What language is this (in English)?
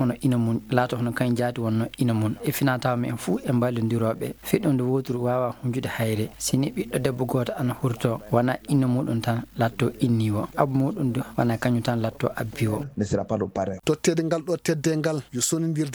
Fula